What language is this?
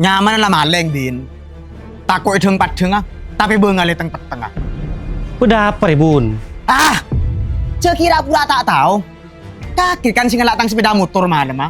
Madurese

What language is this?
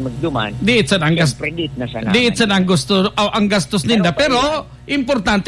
Bikol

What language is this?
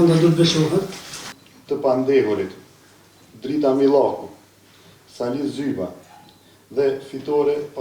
Albanian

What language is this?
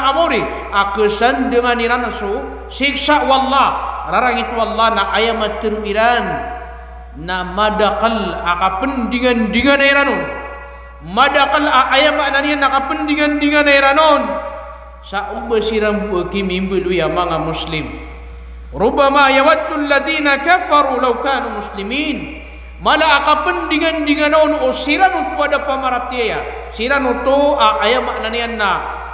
Maranao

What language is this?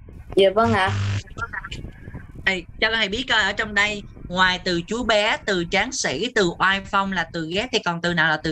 Vietnamese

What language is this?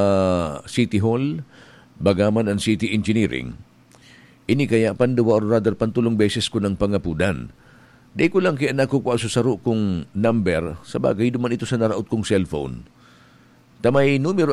Bikol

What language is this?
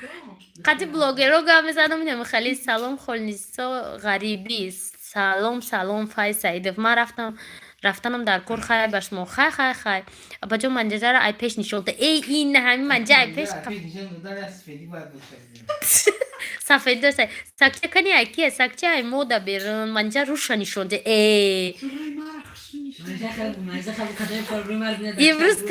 Tajik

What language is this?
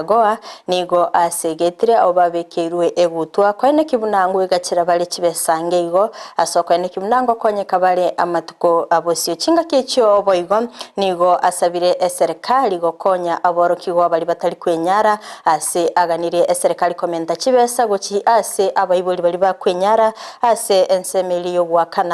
Gusii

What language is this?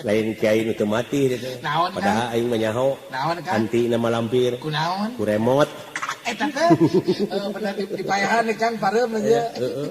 Sundanese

